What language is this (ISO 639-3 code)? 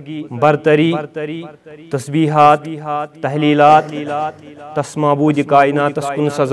kas